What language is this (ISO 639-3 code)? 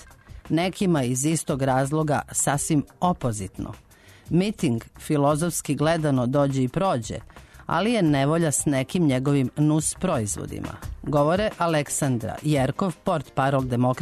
srp